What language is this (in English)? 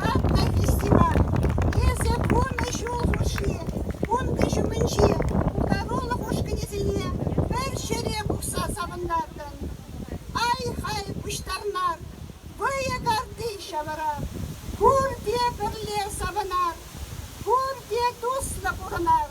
Chuvash